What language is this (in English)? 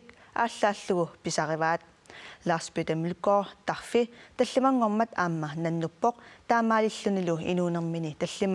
Kalaallisut